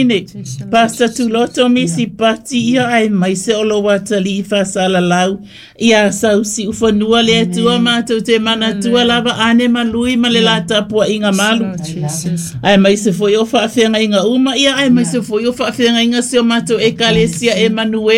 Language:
Samoan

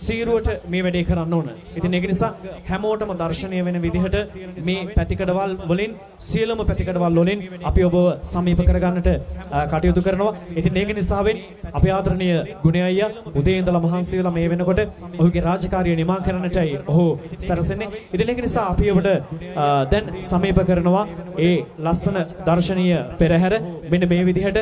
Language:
Sinhala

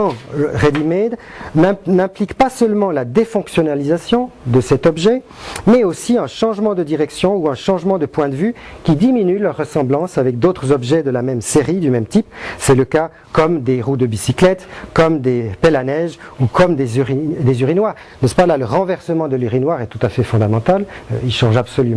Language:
French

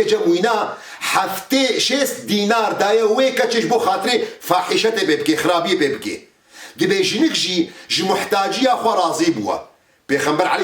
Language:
Kurdish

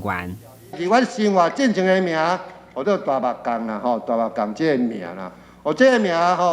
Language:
Min Nan Chinese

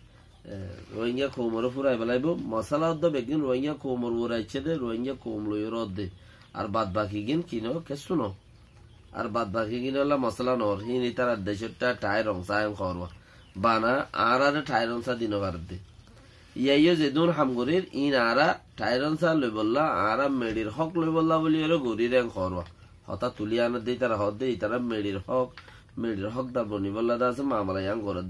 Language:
Rohingya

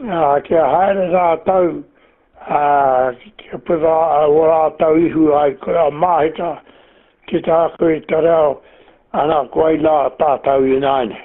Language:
Māori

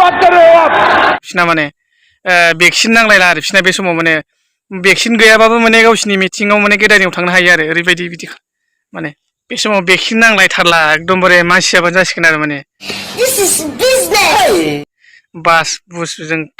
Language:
Bodo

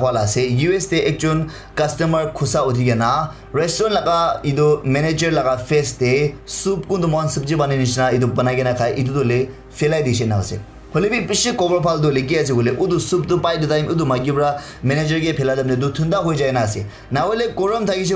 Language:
Naga Pidgin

